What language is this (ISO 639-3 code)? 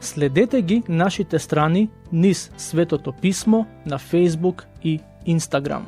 mkd